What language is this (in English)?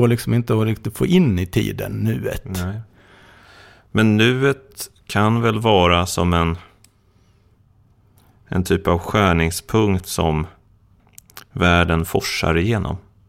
Swedish